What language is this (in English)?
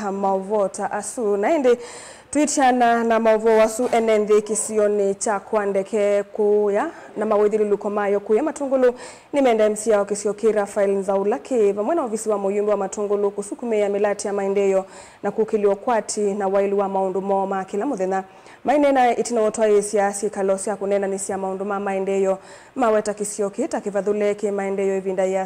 Kamba